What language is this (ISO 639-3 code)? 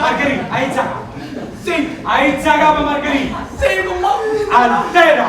nap